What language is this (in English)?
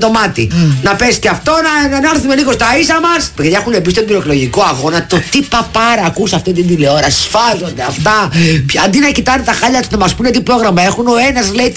Greek